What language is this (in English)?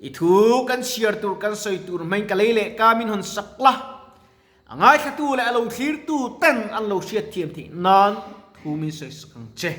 Mizo